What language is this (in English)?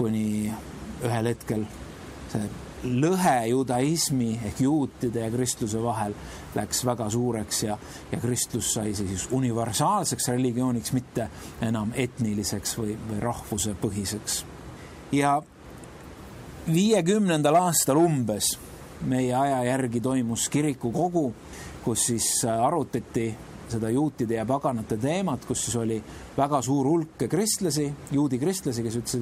Estonian